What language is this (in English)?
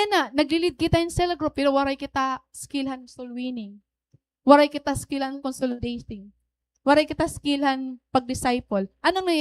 Waray